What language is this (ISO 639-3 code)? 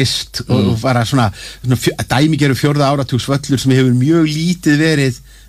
isl